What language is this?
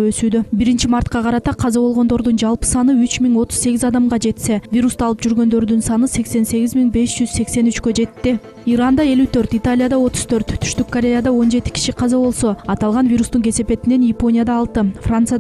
Kyrgyz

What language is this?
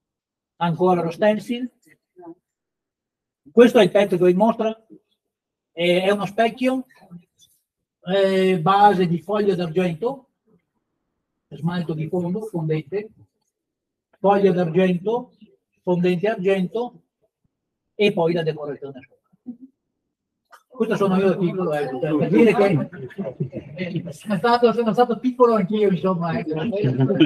Italian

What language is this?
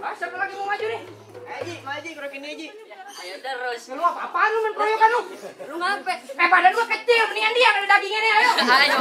Betawi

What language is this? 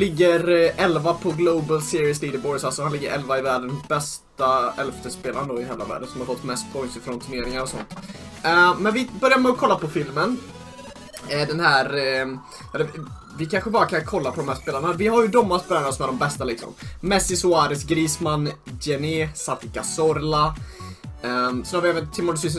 Swedish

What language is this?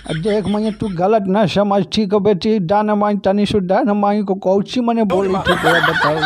Magahi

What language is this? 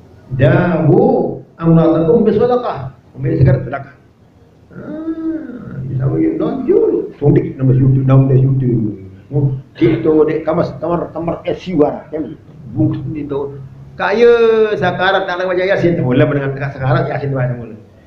Sasak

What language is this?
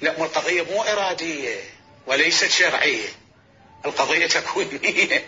Mesopotamian Arabic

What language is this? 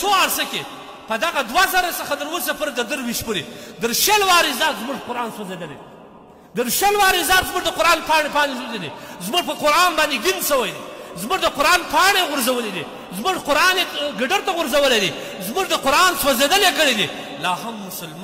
Pashto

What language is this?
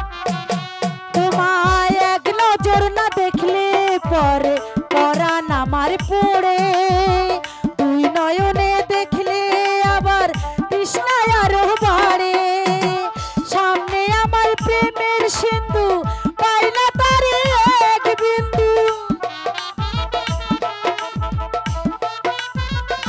Bangla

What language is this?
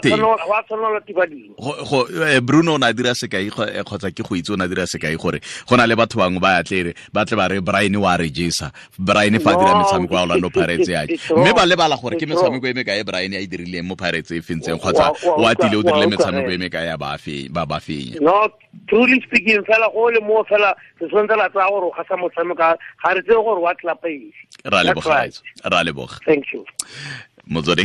Tswana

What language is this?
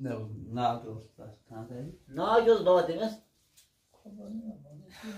Kashmiri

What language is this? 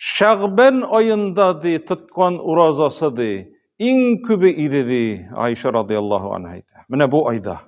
Tatar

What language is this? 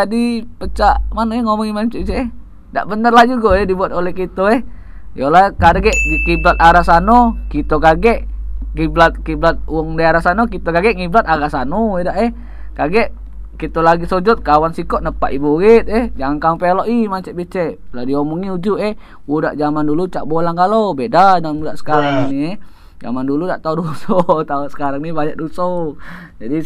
Musi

